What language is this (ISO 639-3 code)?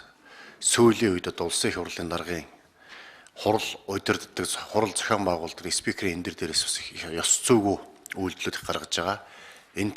mon